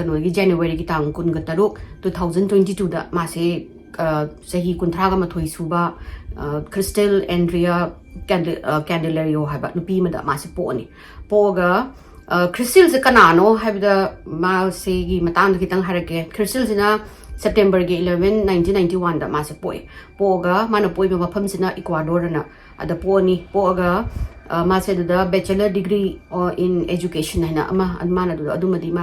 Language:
Manipuri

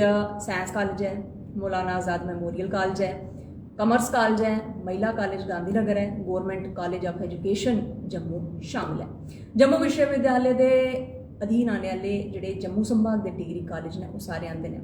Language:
Dogri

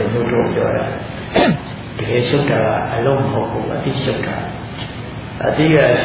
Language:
Burmese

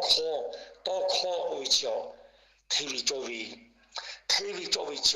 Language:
Lahu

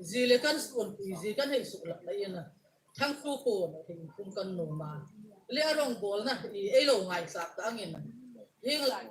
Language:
Hmar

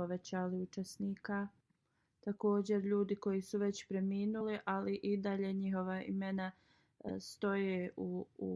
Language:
Bosnian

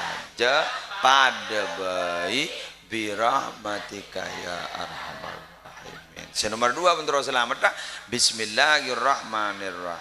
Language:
Madurese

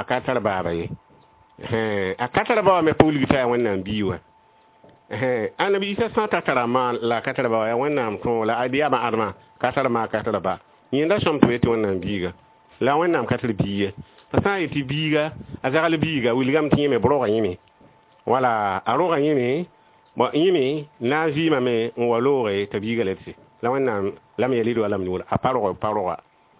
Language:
Mossi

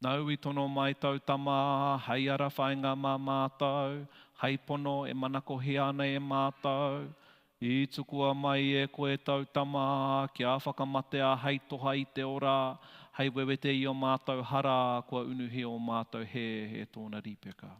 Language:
Māori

